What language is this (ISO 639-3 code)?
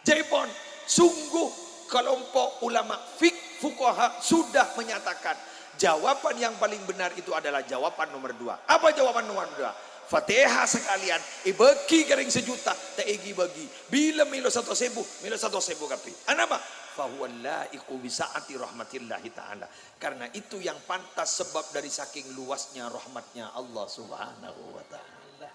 mad